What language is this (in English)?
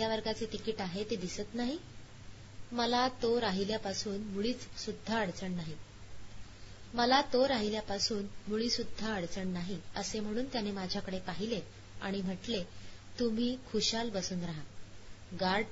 Marathi